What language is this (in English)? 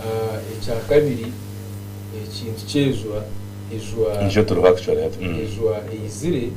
Nyankole